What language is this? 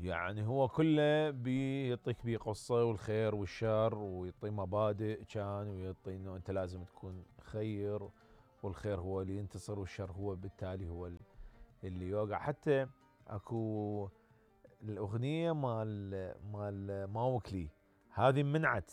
Mesopotamian Arabic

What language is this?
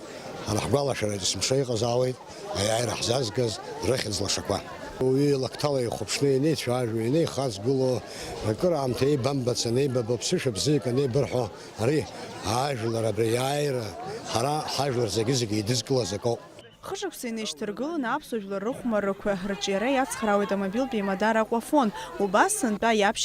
Abkhazian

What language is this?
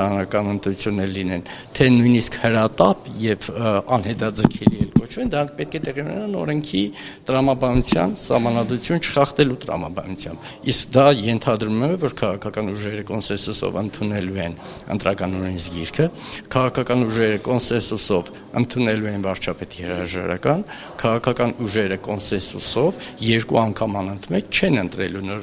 Armenian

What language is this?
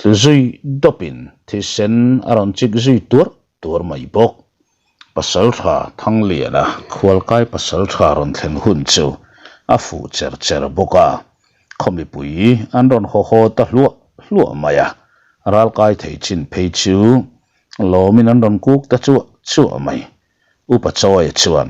Mizo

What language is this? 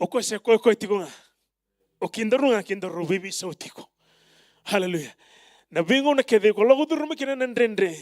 Fijian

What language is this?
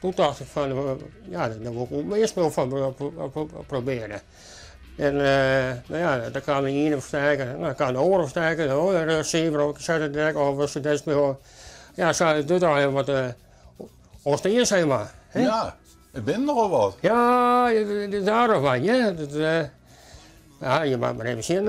Western Frisian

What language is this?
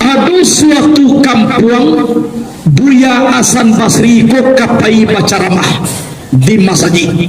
Minangkabau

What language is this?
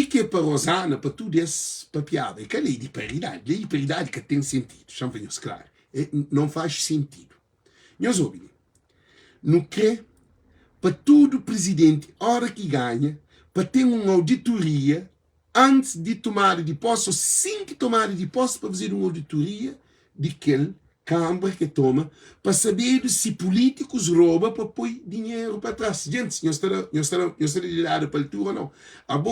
Kabuverdianu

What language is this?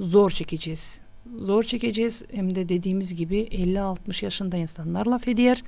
Gagauz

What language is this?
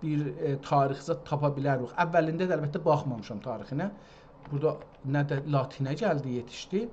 South Azerbaijani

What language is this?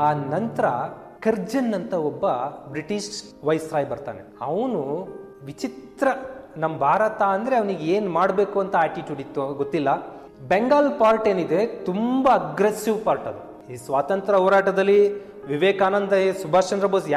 Kannada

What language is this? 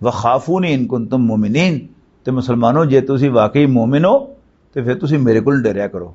Western Panjabi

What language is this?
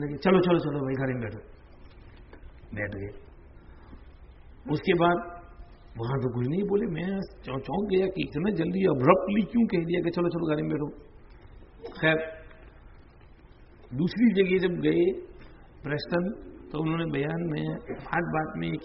Urdu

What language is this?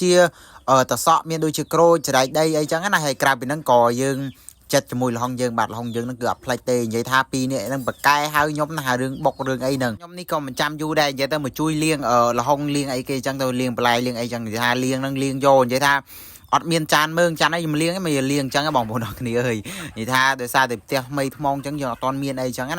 Khmer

